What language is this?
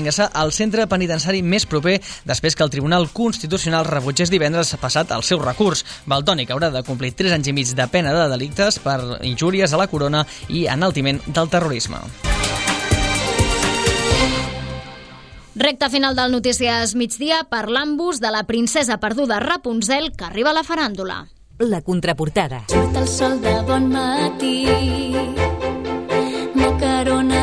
Catalan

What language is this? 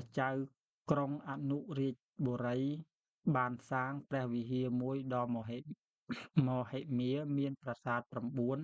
Khmer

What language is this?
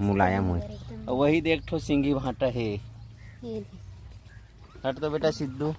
Chhattisgarhi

